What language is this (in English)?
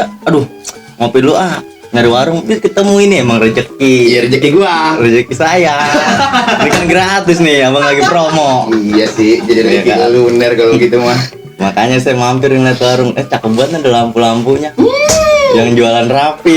Betawi